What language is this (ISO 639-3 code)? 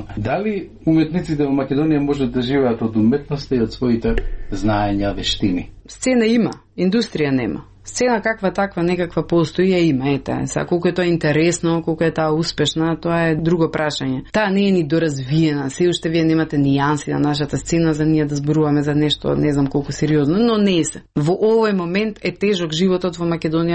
mkd